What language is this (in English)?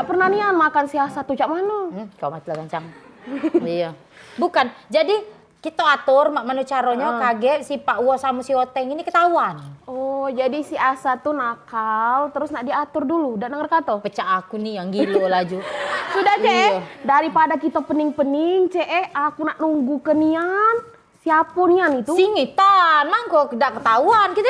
Musi